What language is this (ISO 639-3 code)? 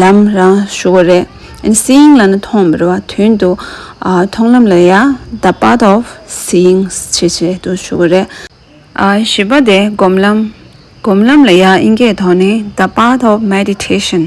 bod